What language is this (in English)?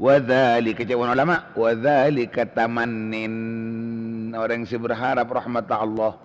Madurese